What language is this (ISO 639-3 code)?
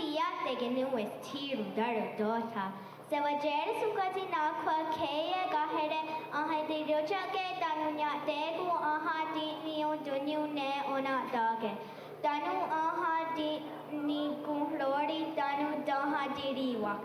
moh